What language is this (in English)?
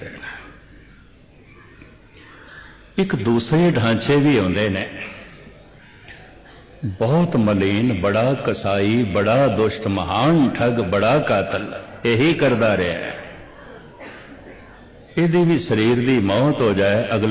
Punjabi